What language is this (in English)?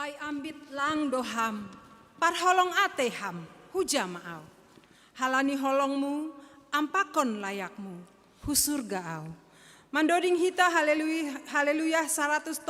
Batak Simalungun